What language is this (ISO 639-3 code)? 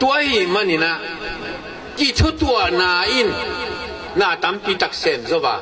ctd